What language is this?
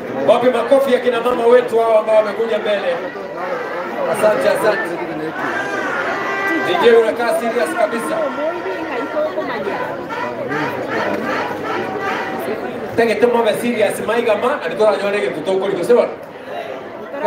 Swahili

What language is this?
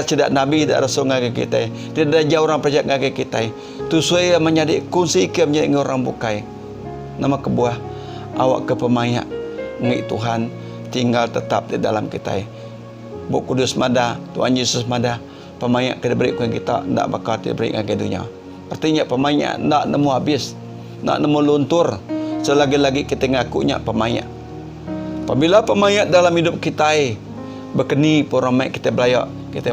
Iban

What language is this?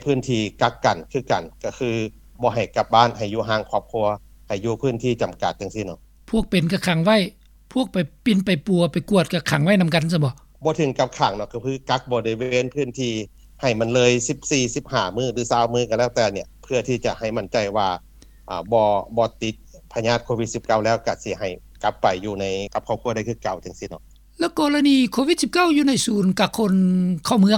Lao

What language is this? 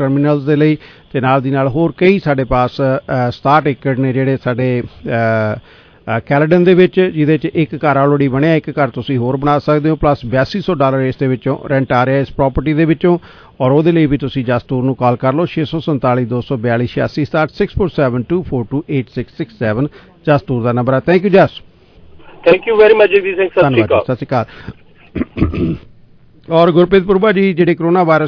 Punjabi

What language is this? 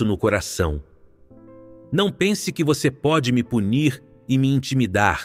Portuguese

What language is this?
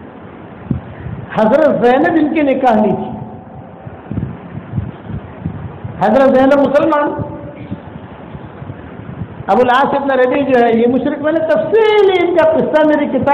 Urdu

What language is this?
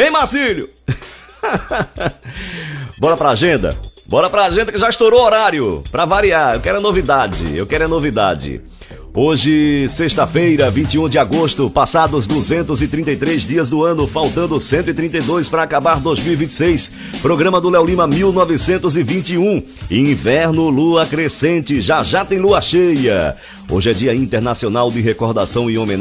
Portuguese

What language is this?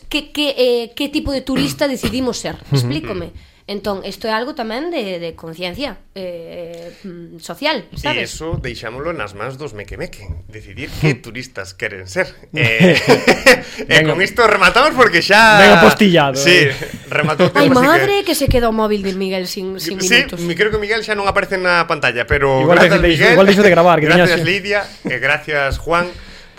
Galician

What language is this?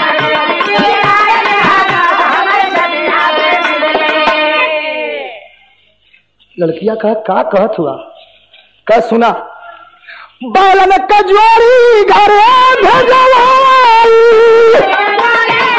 Bhojpuri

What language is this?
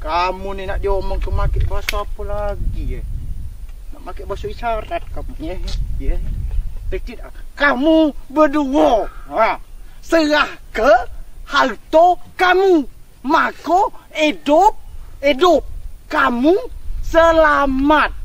Musi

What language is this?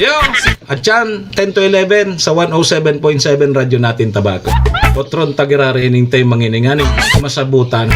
Bikol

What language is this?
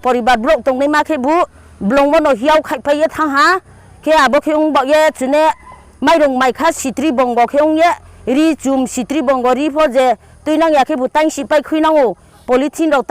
Kok Borok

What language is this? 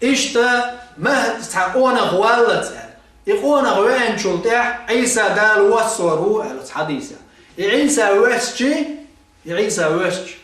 Chechen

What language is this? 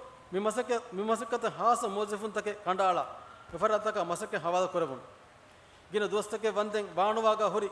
Divehi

